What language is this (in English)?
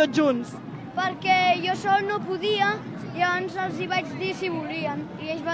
Catalan